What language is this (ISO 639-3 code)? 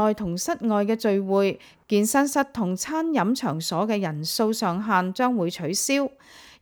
yue